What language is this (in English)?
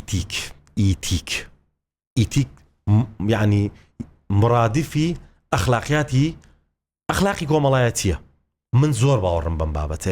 Central Kurdish